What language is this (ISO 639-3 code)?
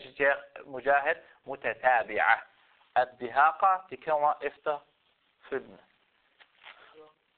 dan